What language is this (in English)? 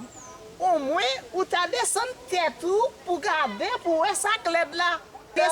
Haitian Creole